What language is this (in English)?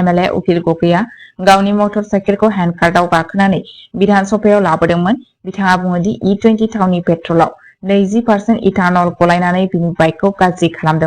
Bodo